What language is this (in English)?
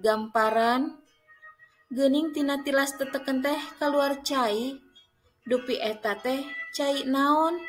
Sundanese